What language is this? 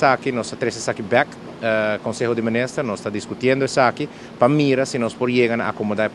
Papiamento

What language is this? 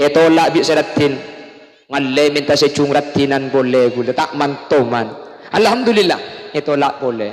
Madurese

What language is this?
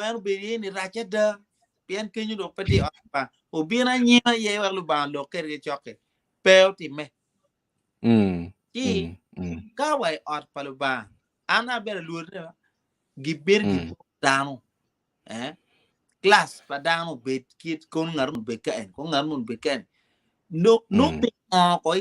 Acoli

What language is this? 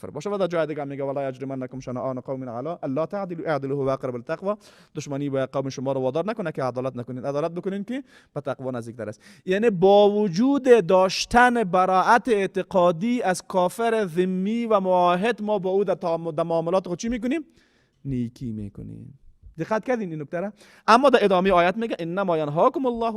Persian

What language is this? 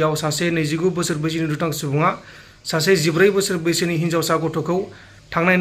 Bodo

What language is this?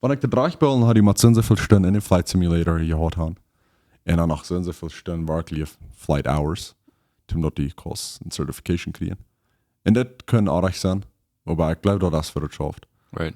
Plautdietsch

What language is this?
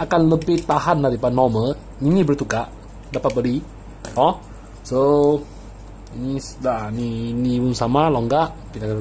Malay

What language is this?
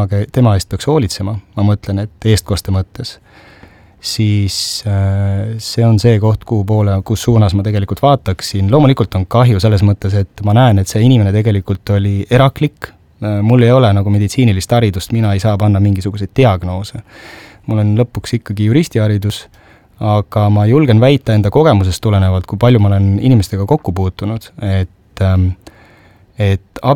Estonian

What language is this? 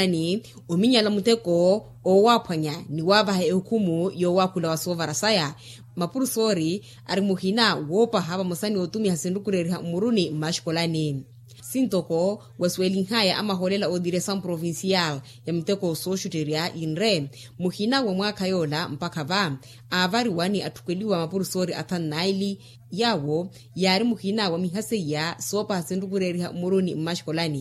Makhuwa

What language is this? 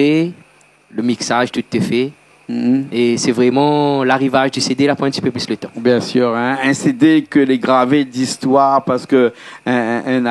Réunion Creole French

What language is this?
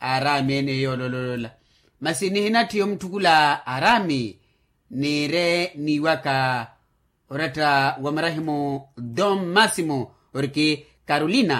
Makhuwa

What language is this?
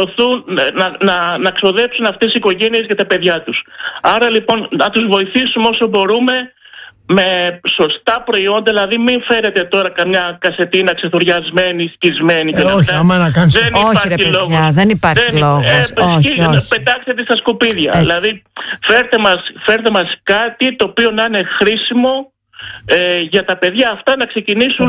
Greek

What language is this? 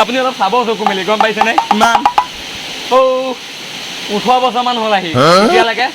Assamese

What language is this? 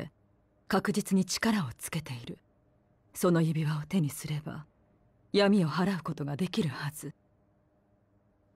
Japanese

